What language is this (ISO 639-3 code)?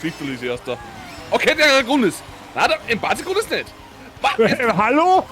bar